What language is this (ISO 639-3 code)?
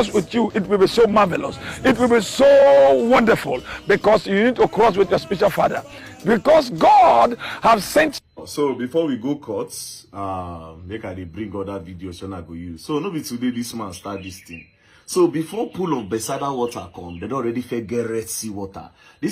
pcm